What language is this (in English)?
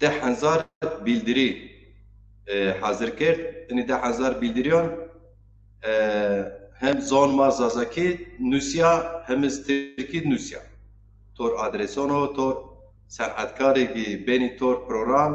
Zaza